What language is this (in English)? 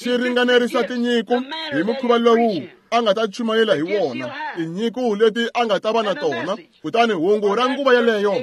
Tsonga